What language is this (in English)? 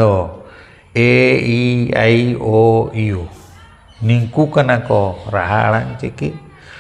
Santali